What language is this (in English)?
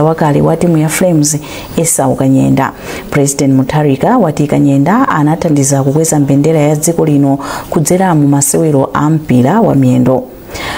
Nyanja